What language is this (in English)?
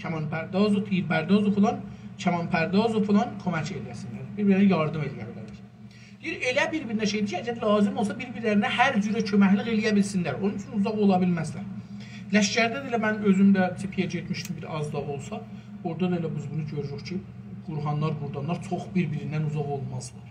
South Azerbaijani